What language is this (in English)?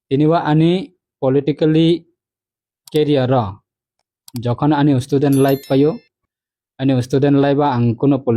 Kok Borok